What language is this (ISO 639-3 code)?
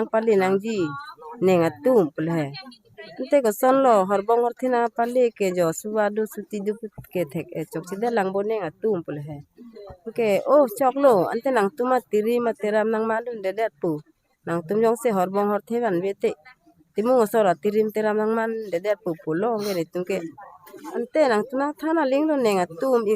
mjw